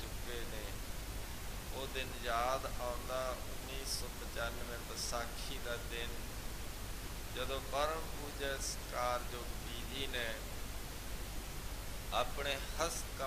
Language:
Punjabi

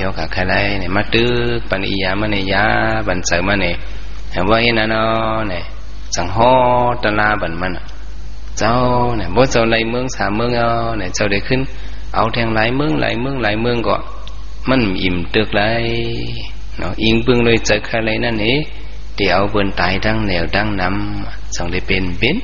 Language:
Shan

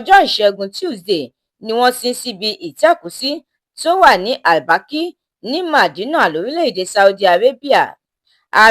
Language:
Yoruba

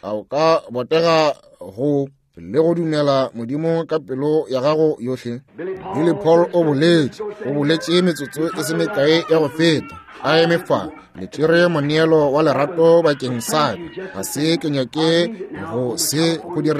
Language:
Northern Sotho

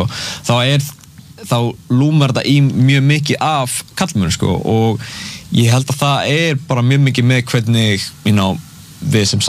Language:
Icelandic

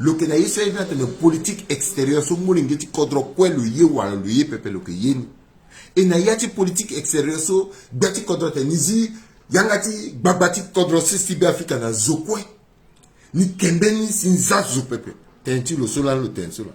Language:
Sango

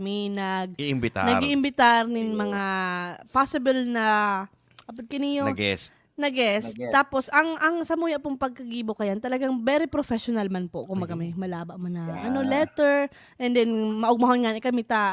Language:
Bikol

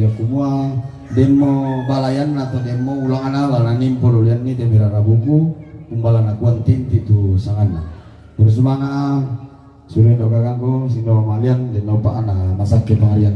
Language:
Toraja-Sa'dan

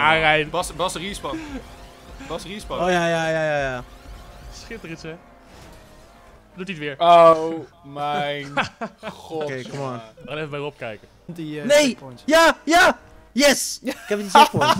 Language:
Dutch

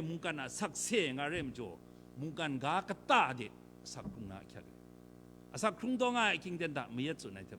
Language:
Kachin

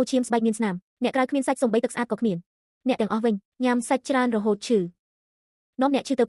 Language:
Khmer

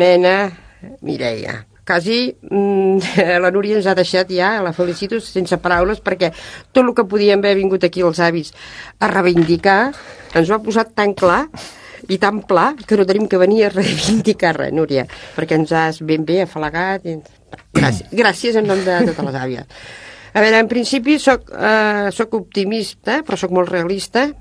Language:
Catalan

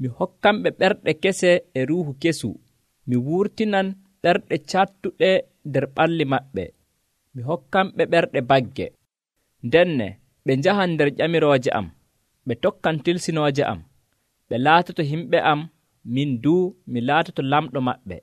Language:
Nigerian Fulfulde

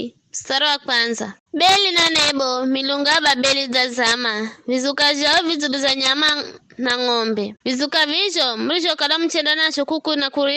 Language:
Giryama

